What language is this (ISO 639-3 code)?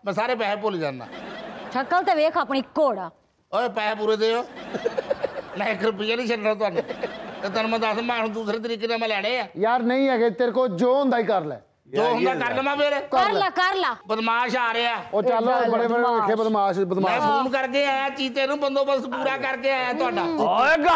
pan